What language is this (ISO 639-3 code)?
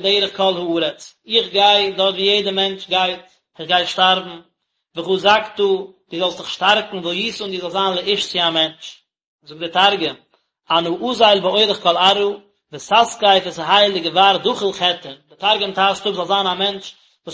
yid